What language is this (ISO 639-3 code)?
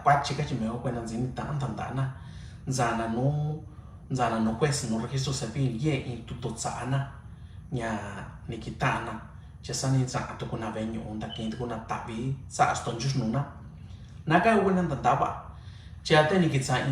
mix